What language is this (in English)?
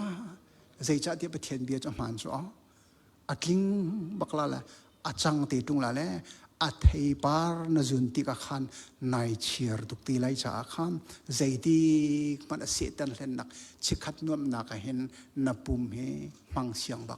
Hakha Chin